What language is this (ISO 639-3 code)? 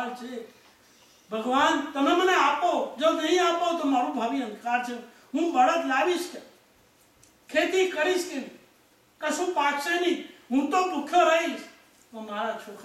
guj